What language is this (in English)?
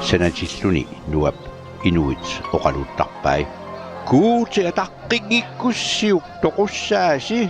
Kalaallisut